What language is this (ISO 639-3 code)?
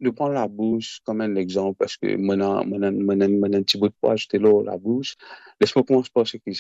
mfe